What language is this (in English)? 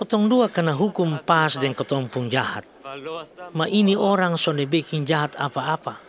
Kupang Malay